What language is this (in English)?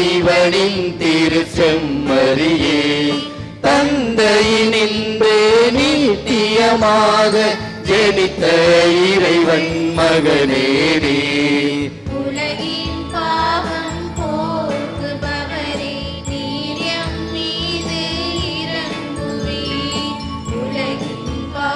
Tamil